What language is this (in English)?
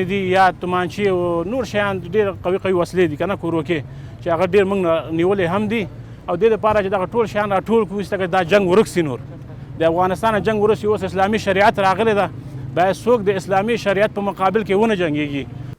Pashto